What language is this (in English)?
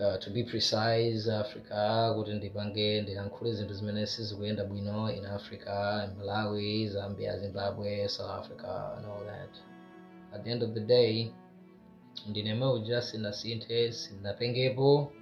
Nyanja